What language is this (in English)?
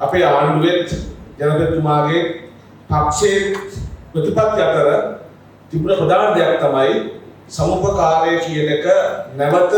Sinhala